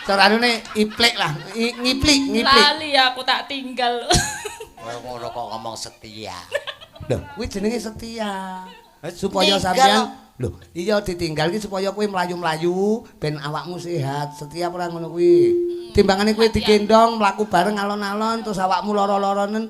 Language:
Javanese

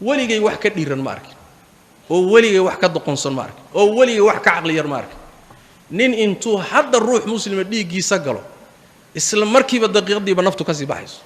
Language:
Somali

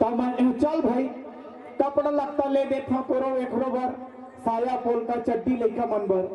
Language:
Chhattisgarhi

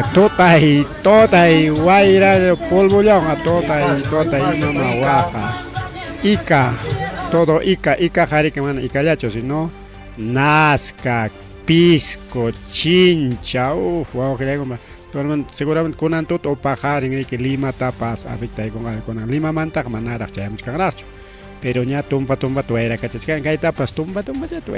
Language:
Ayacucho Quechua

